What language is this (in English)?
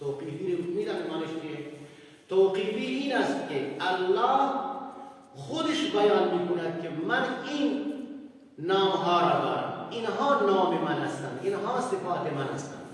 Persian